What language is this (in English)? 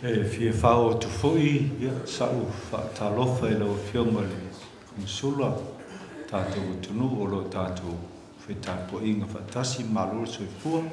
Samoan